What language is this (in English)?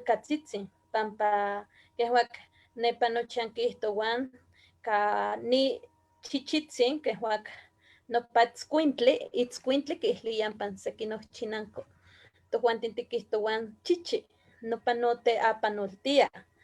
Eastern Huasteca Nahuatl